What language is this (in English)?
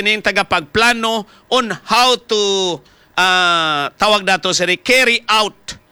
Hiligaynon